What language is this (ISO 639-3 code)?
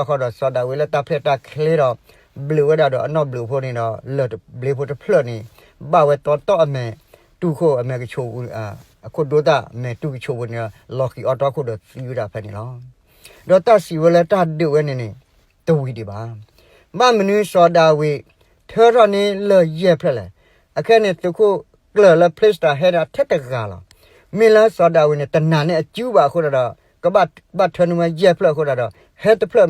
ksw